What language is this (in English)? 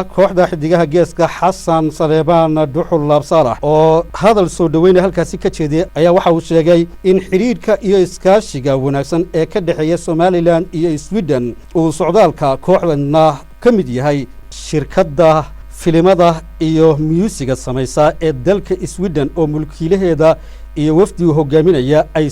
Somali